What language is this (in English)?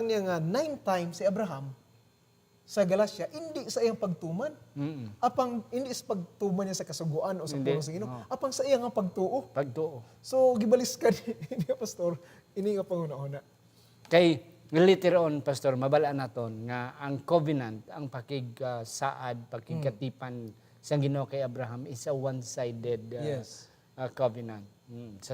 Hiligaynon